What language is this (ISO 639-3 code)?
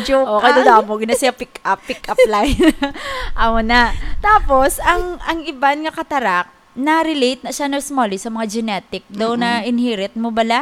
hil